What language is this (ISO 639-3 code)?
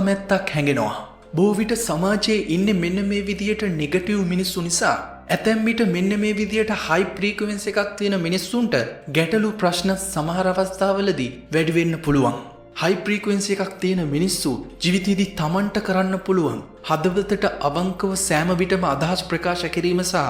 sin